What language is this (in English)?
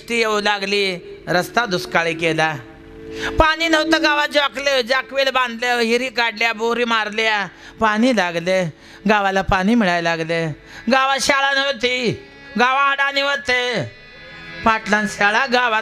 Marathi